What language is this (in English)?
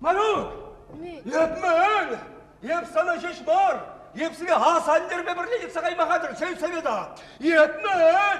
Chuvash